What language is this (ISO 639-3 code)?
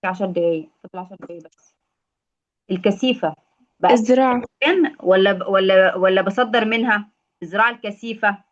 arz